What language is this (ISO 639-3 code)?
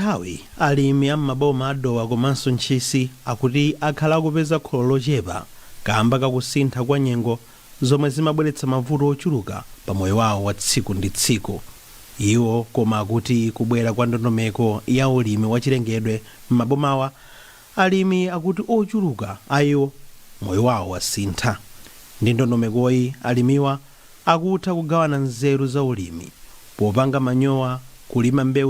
nya